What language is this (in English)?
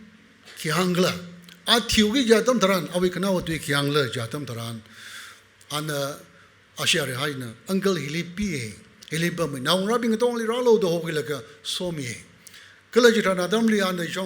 Tangkhul Naga (India)